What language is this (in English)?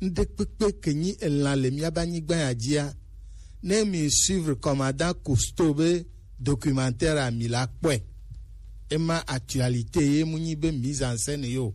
Gen